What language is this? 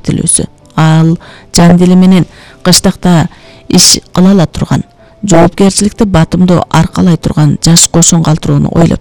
Kyrgyz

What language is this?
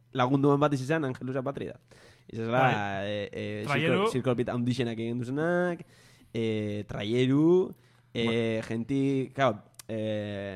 Basque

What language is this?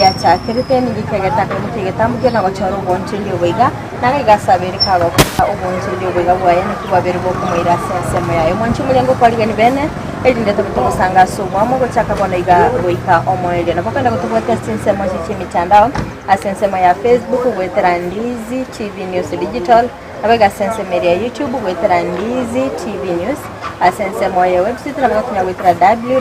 Gusii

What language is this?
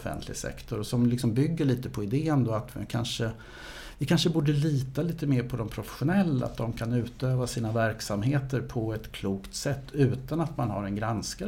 Swedish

